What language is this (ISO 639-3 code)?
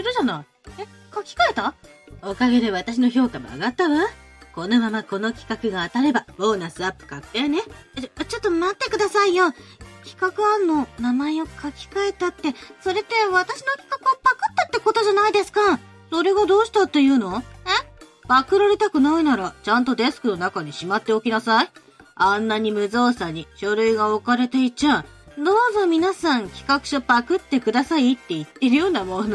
jpn